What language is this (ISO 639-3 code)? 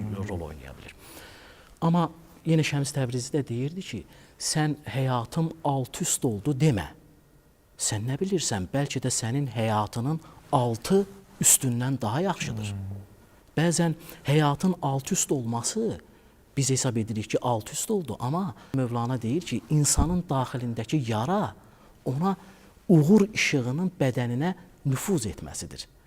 aze